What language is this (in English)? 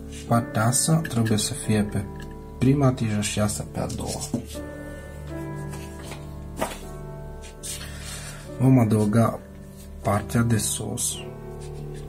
Romanian